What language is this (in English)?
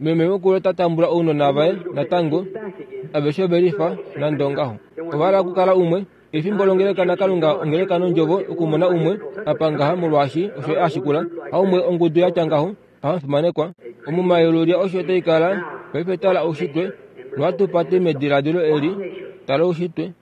Kuanyama